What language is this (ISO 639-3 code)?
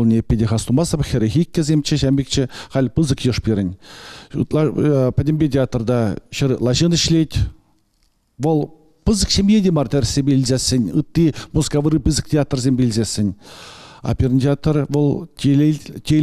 chv